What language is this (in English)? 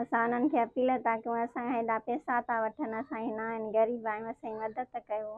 Sindhi